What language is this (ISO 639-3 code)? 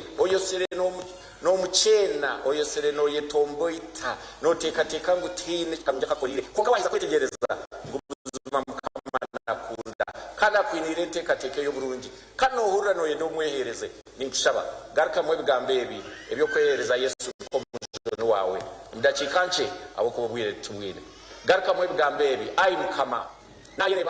nyn